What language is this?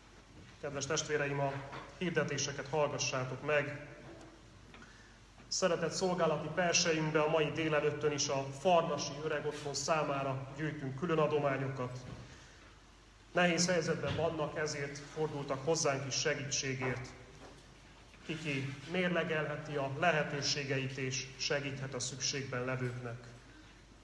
Hungarian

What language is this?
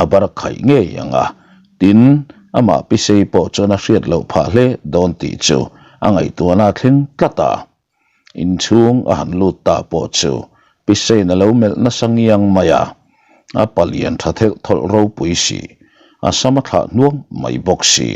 Mizo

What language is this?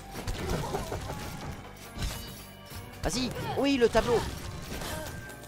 French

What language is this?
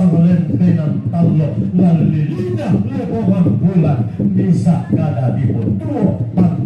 Toraja-Sa'dan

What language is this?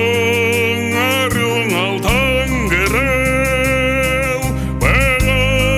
Buriat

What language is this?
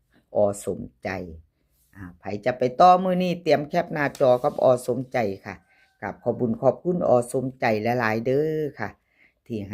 Northeastern Thai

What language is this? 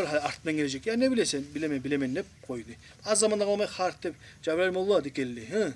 Kumyk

